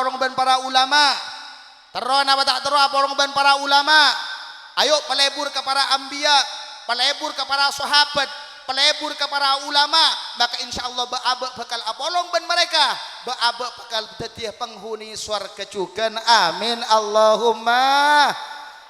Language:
Madurese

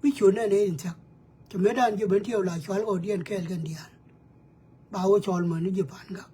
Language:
Nuer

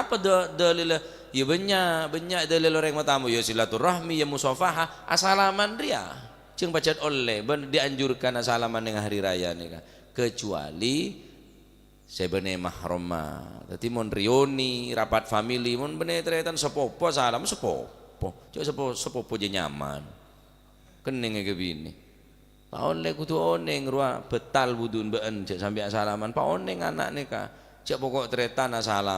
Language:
Madurese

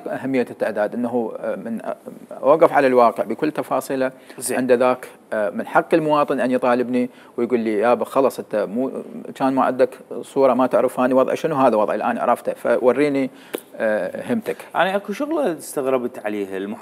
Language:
Mesopotamian Arabic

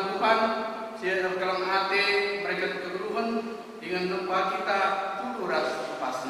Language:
Batak Karo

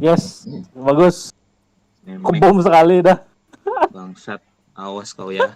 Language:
Banjar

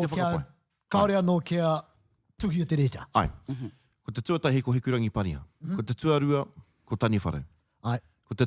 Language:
Māori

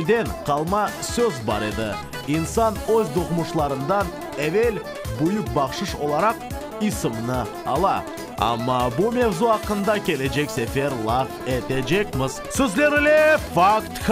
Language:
Crimean Tatar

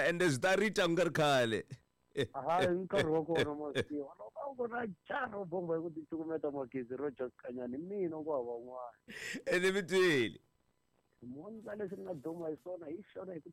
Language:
Tsonga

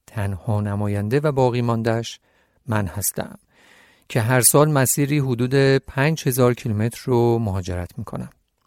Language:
Persian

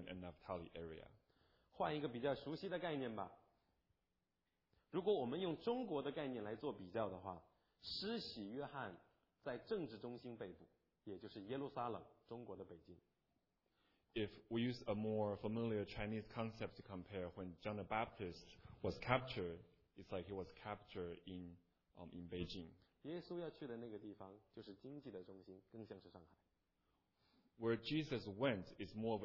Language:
Chinese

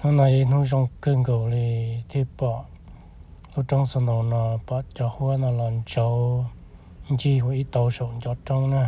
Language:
Hmong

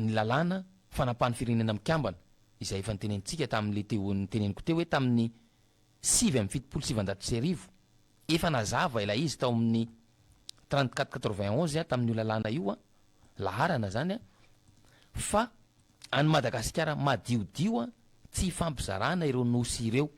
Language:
Malagasy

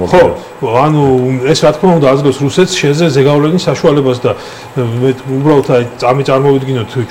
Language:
Georgian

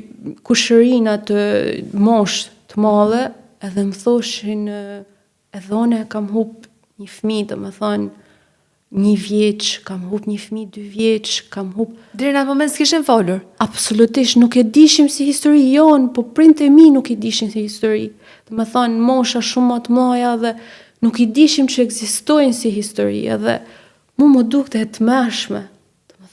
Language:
Albanian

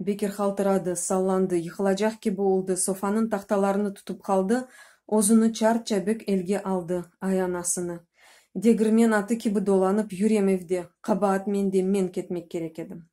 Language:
Crimean Tatar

